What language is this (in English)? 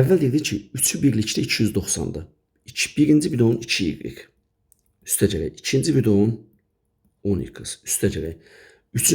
Azerbaijani